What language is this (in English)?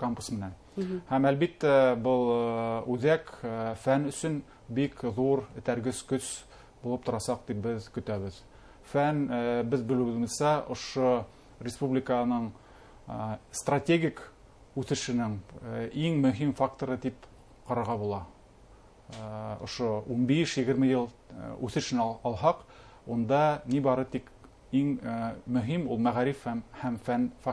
Bashkir